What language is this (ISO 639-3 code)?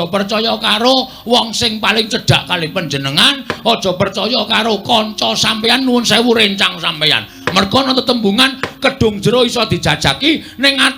jav